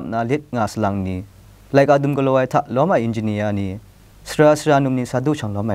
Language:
Kachin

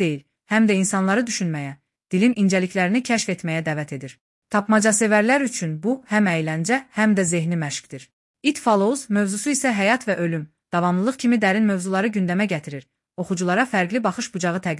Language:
Azerbaijani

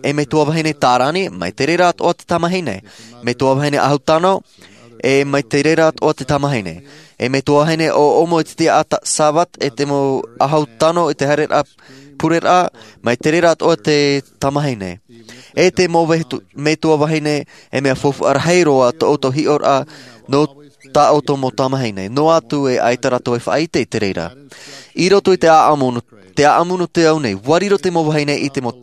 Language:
Tahitian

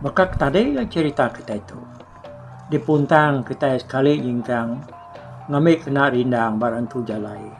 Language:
Iban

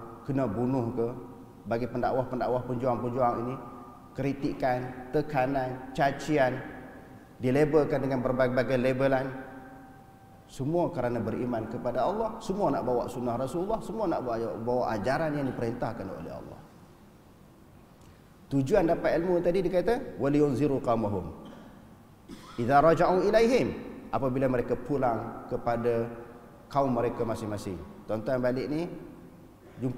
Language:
Malay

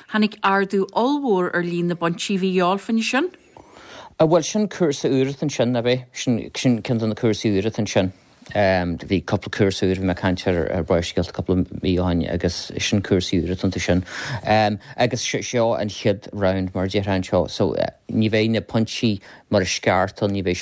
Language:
Irish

